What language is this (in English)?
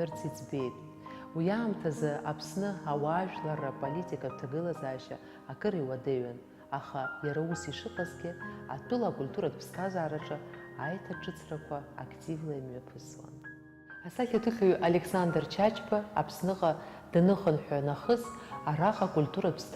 Abkhazian